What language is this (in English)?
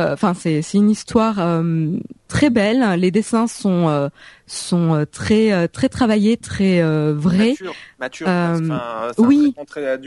French